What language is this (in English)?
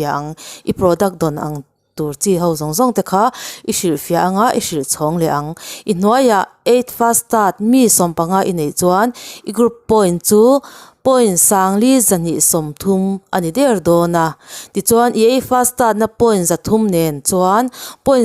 Mizo